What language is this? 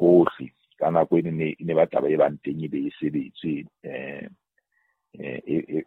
Southern Sotho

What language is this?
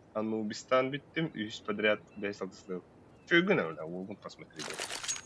Yakut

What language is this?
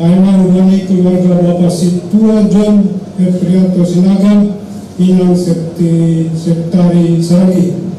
Batak Simalungun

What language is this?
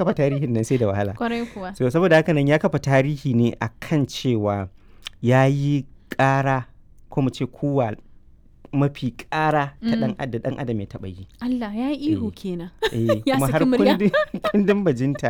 Hausa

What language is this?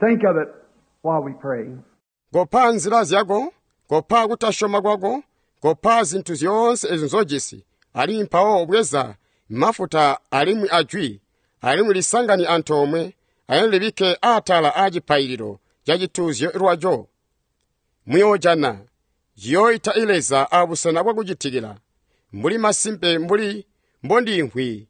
Tonga (Zambia)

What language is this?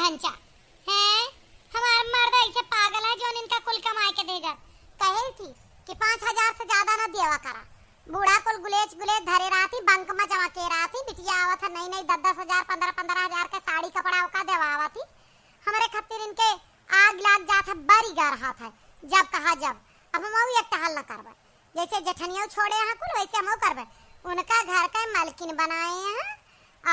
Awadhi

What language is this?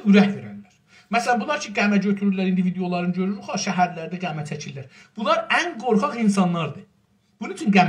South Azerbaijani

